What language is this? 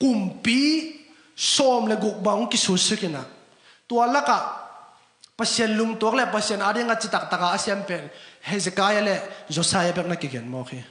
Tedim Chin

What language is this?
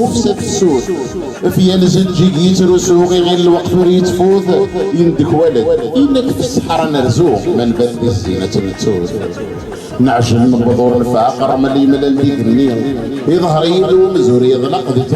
Kabyle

